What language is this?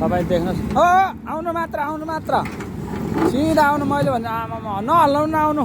Nepali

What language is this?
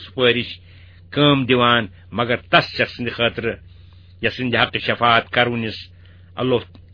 Kashmiri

